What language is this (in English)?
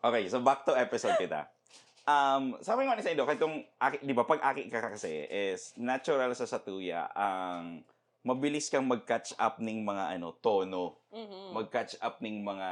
Bikol